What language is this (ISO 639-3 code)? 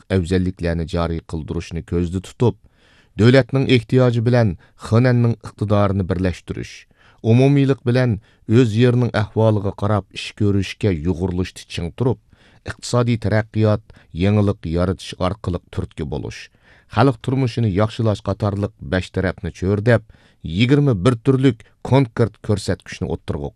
uig